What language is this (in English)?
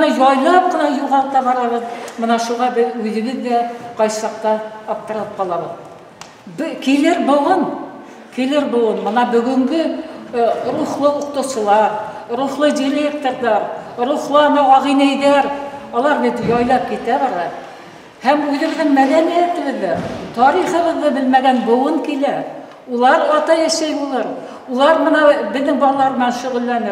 Bashkir